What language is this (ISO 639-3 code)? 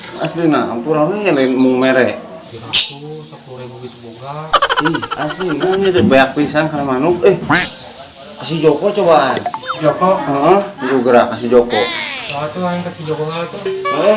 sun